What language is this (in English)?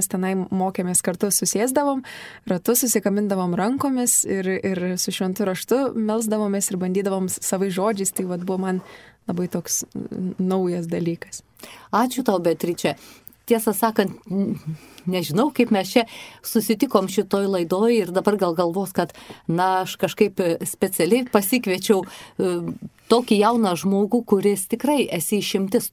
Lithuanian